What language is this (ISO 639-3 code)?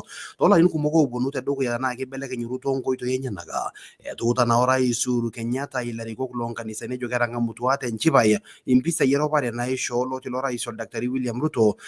mas